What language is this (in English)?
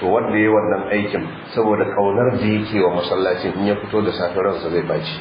Hausa